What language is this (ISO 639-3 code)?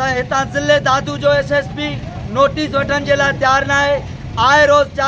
snd